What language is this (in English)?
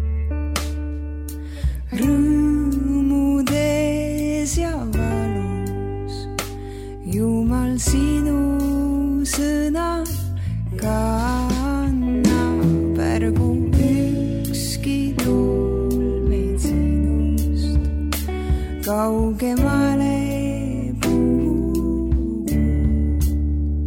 Estonian